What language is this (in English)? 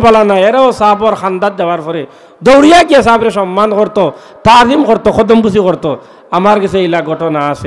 Sylheti